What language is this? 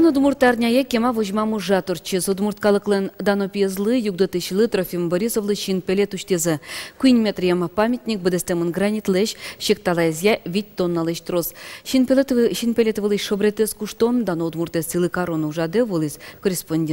Udmurt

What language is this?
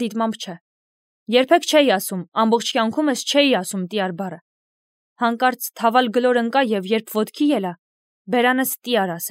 Armenian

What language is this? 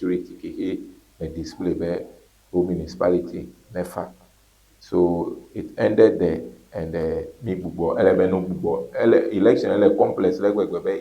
Ewe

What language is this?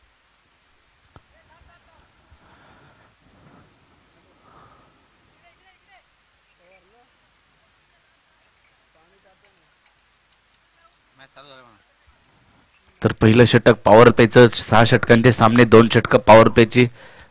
Marathi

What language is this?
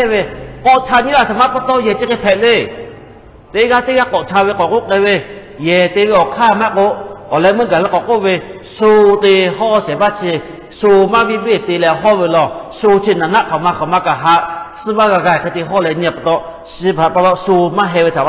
Lahu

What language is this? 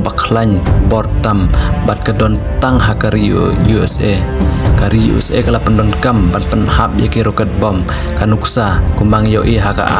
Khasi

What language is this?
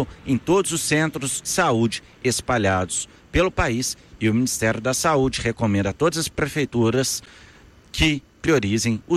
Portuguese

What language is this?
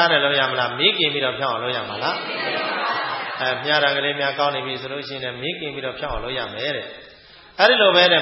Burmese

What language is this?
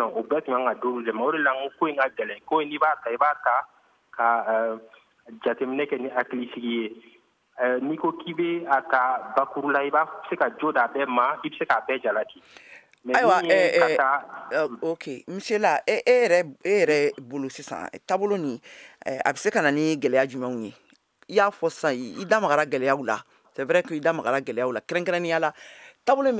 Bambara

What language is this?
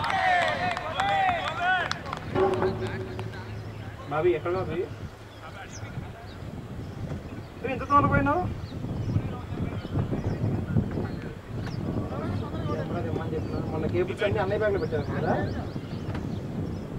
Telugu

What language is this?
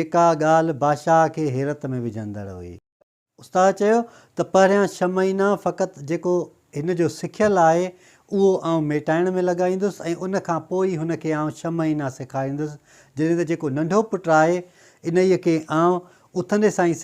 Sindhi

